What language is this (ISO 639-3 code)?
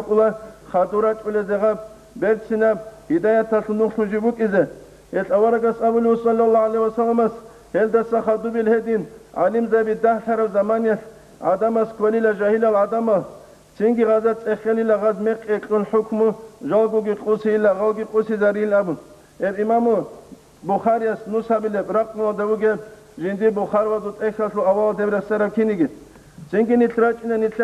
ava